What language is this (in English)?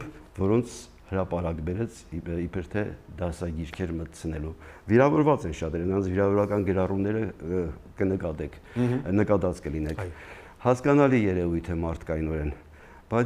Armenian